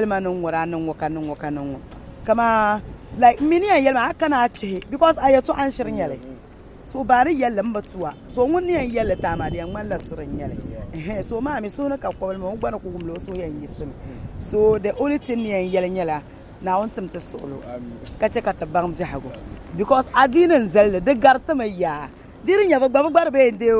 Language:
Dagbani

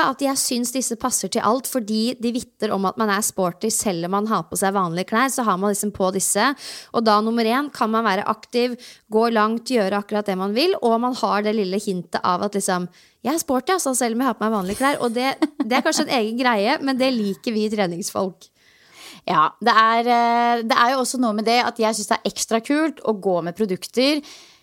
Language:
Norwegian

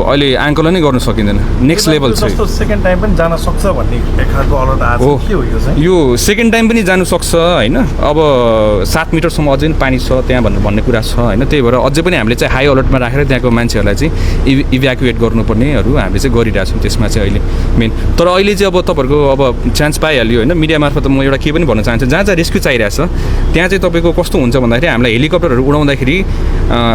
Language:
Nepali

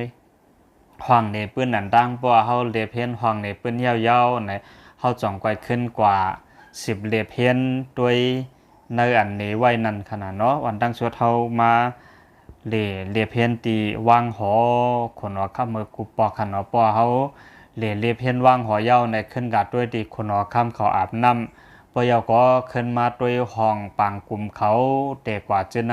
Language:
Shan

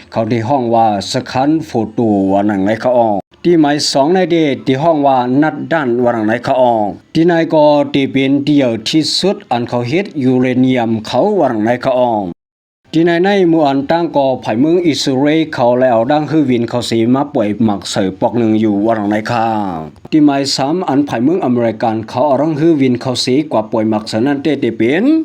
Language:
Shan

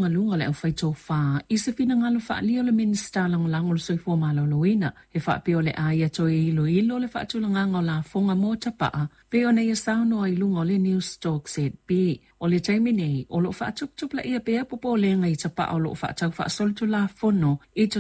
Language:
Samoan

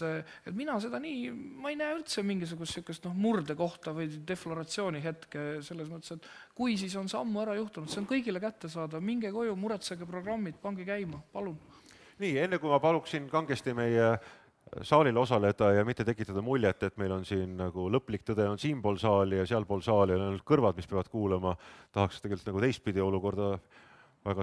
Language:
Estonian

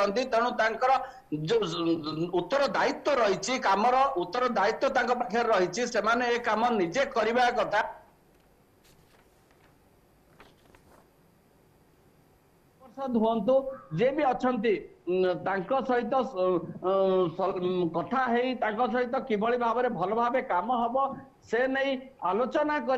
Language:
Odia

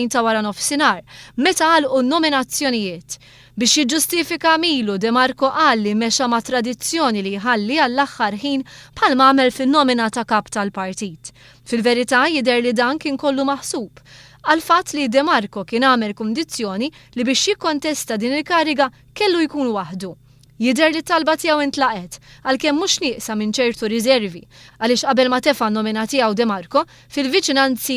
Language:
Maltese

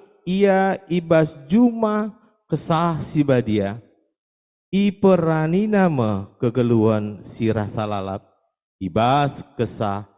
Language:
Batak Karo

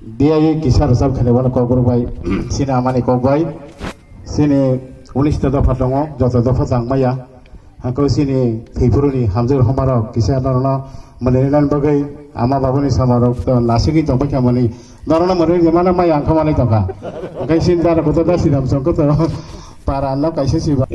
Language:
Kok Borok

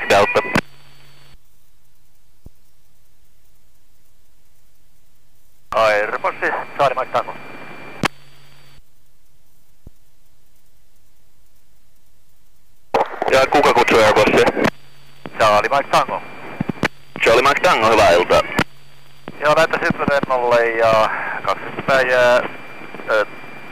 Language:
Finnish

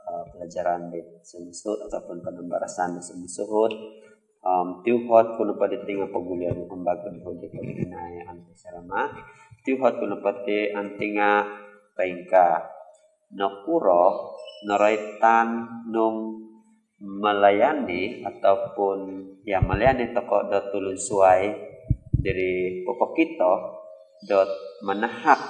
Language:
Central Dusun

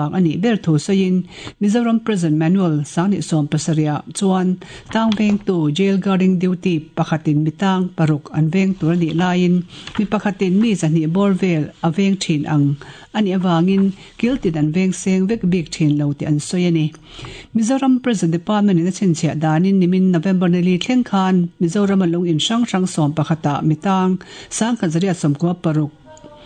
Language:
Mizo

